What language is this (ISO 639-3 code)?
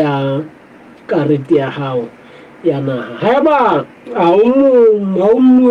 sot